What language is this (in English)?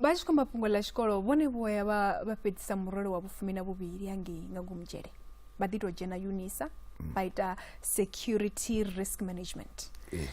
Venda